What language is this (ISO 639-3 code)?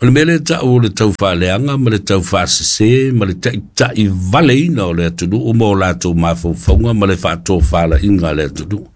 smo